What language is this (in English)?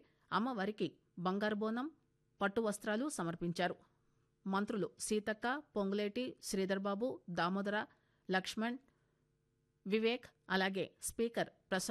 Telugu